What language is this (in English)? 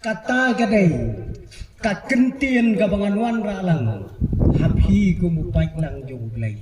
Khasi